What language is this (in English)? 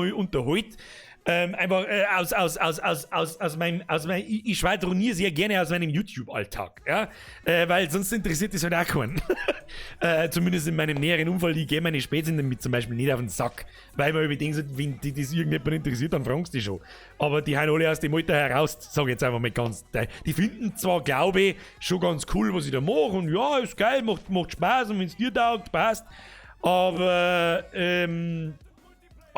Bavarian